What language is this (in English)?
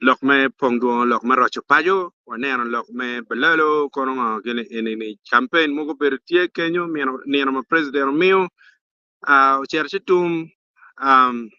Acoli